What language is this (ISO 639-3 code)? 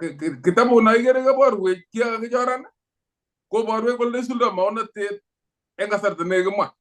kln